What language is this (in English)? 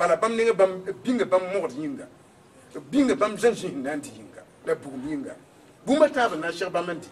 Mossi